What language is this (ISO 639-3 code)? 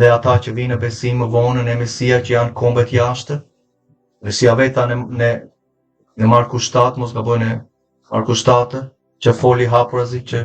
sqi